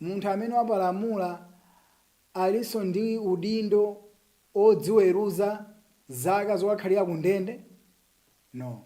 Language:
Nyanja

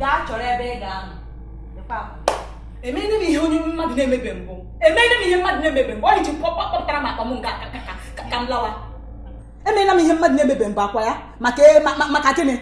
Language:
Igbo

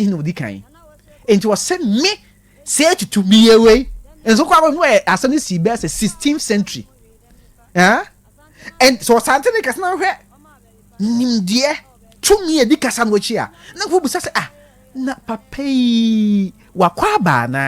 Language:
Akan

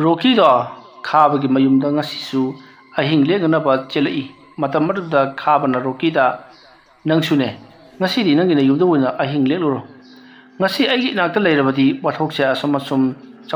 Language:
Manipuri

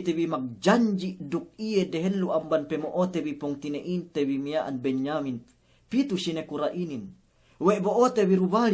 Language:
Yakan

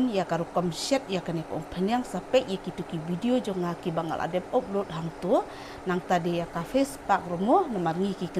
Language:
Khasi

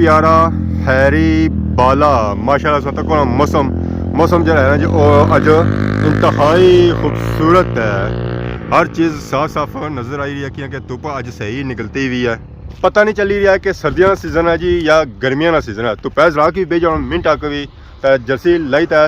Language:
Pahari-Potwari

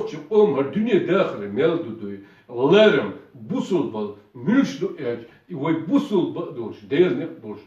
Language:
Chechen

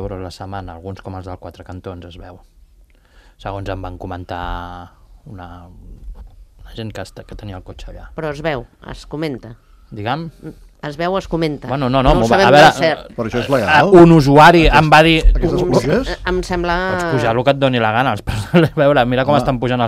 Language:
Catalan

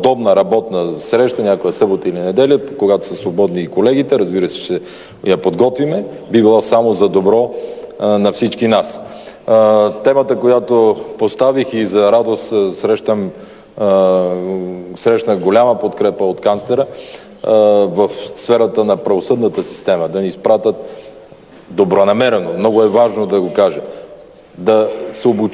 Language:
Bulgarian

